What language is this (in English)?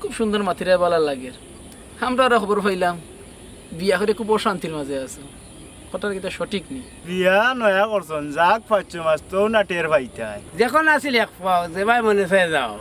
Sylheti